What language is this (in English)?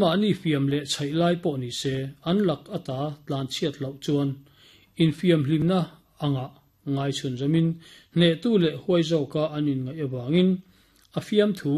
Mizo